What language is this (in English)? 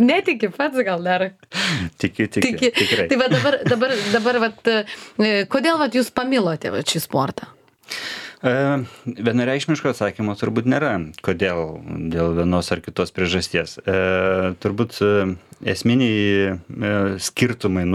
Lithuanian